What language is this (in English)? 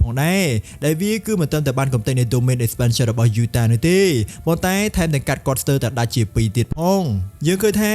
Khmer